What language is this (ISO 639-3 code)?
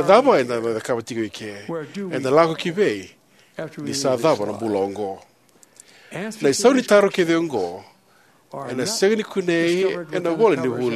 fij